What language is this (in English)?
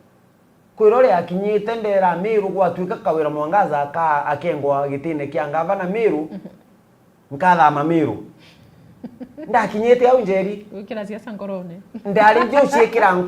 Meru